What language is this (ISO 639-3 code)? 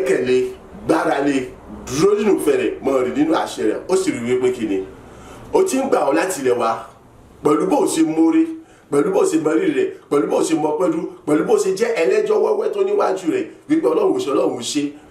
yor